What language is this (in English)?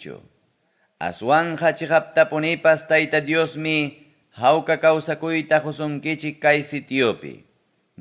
Ayacucho Quechua